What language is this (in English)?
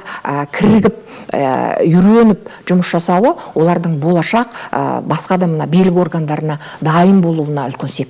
Kazakh